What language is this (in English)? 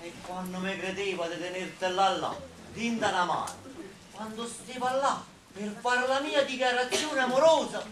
Neapolitan